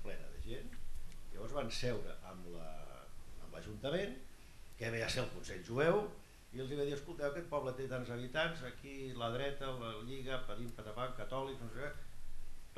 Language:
Catalan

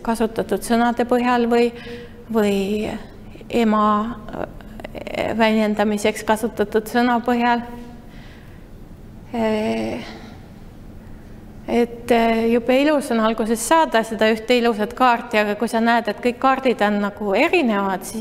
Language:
Estonian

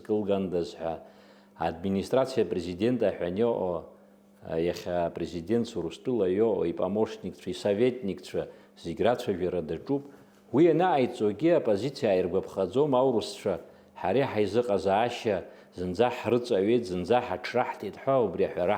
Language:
Abkhazian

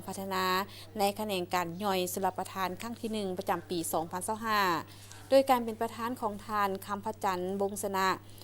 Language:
Lao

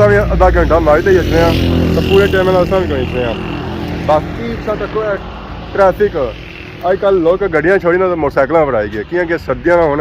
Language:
Pahari-Potwari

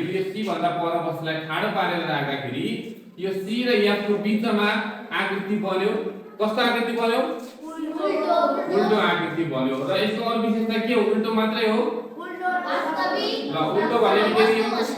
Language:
Nepali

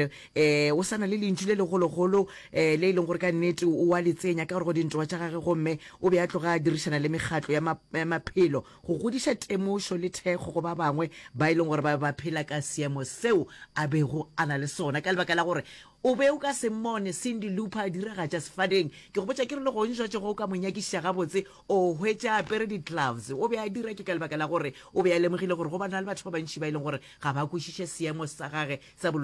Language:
Northern Sotho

